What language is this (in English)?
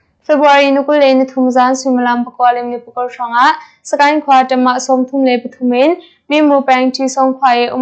Hakha Chin